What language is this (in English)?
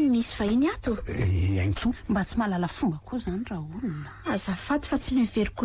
Malagasy